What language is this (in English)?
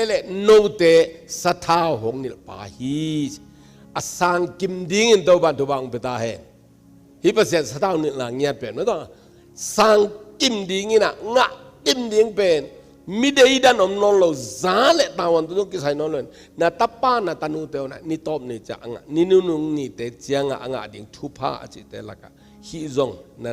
Tedim Chin